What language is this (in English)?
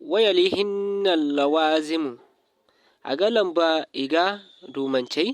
Zarma